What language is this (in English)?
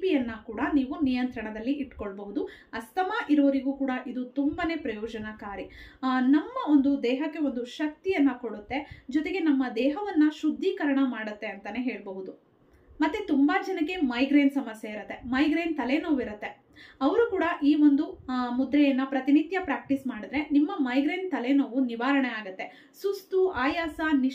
Kannada